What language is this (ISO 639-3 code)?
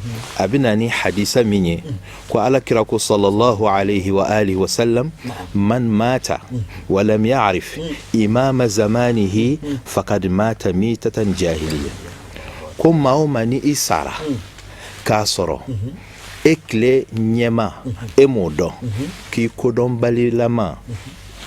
bam